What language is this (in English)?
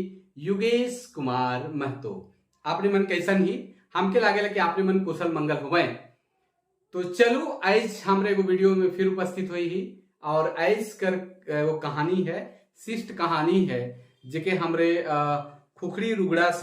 Sadri